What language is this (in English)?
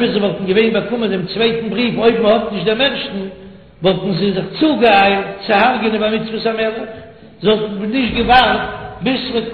Yiddish